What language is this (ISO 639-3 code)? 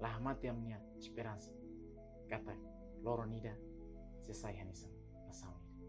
tet